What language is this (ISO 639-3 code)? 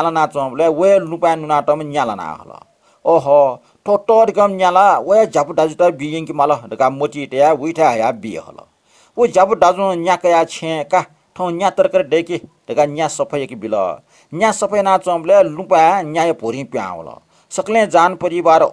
new